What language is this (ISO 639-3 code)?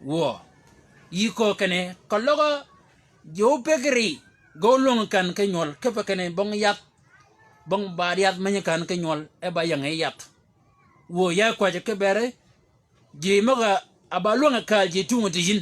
shk